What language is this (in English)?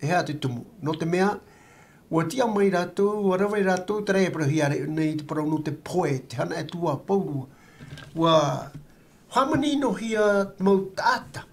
Tahitian